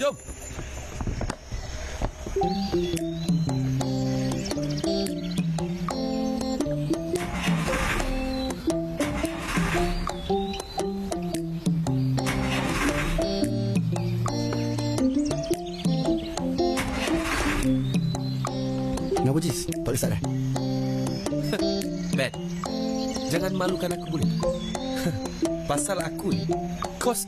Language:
Malay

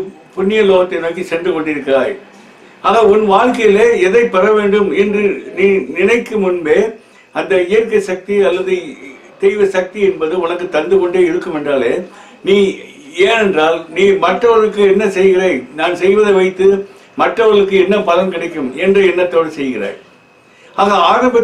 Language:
Tamil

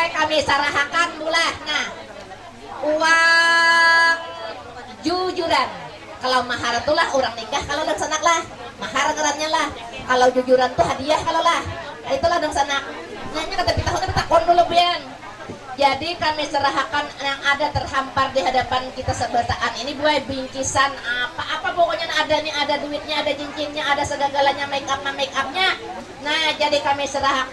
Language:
Banjar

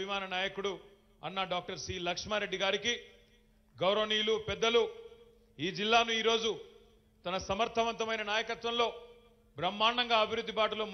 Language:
Telugu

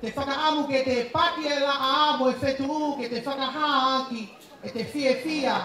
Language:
Tongan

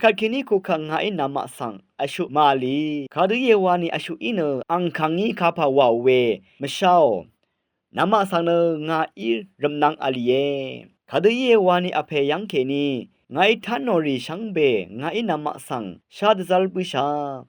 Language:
Rawang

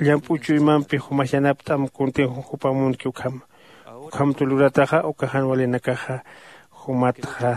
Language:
Aymara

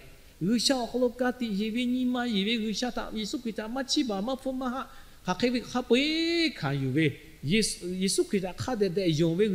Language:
Lahu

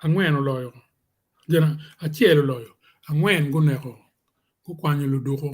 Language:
Acoli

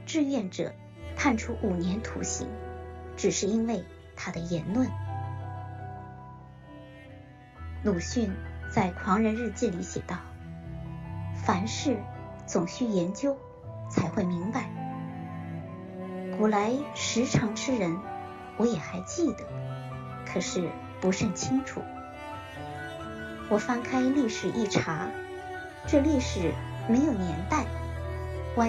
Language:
Chinese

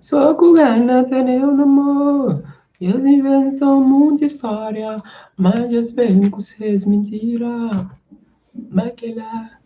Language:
Kabuverdianu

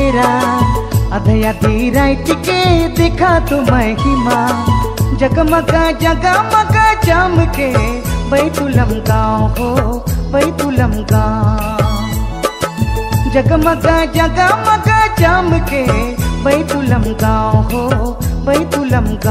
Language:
Sadri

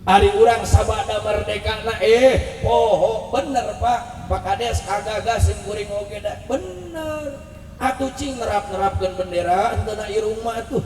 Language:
Sundanese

